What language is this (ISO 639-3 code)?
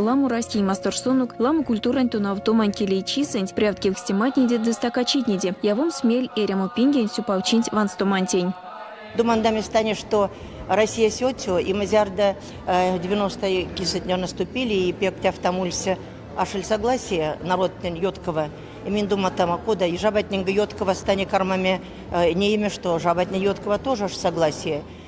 myv